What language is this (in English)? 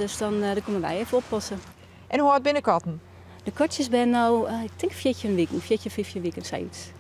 Western Frisian